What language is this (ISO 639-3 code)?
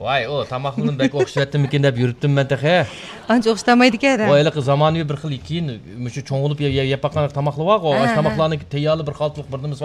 uig